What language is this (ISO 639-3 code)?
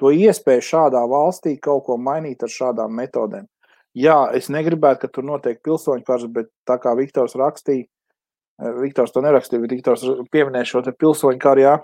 lav